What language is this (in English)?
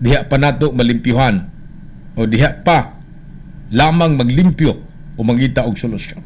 Cebuano